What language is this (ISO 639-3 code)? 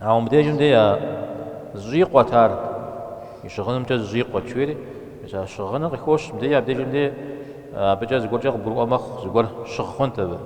kbd